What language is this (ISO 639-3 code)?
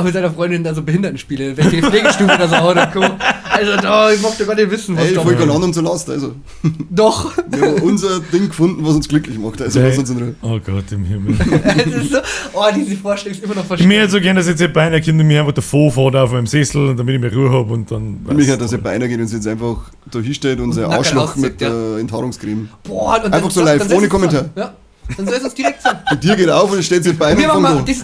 bar